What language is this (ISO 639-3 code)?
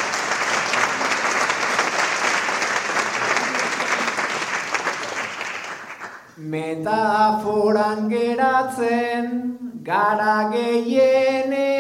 eus